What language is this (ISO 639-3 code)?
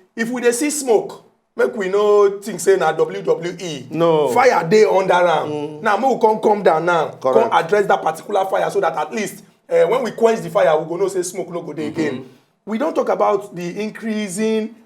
pcm